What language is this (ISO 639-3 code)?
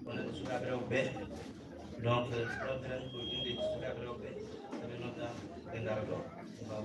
ful